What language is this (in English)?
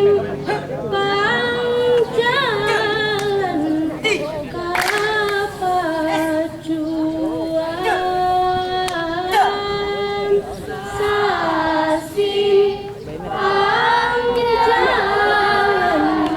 Minangkabau